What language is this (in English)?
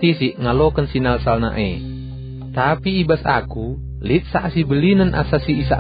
Batak Karo